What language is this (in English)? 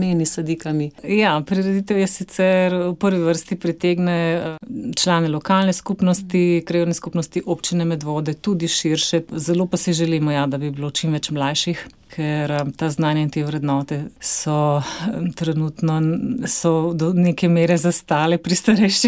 Slovenian